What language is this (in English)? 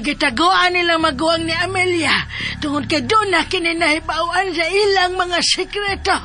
Cebuano